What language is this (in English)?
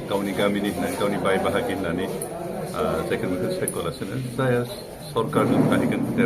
Bodo